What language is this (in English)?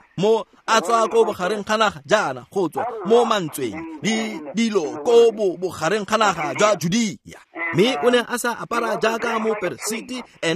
Tswana